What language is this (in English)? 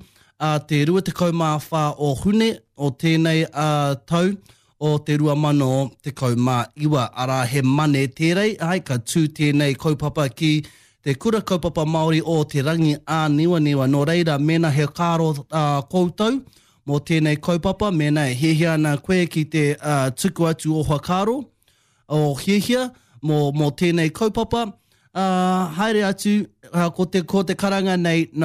Māori